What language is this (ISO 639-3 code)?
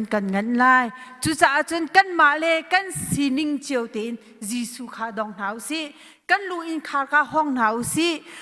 cnh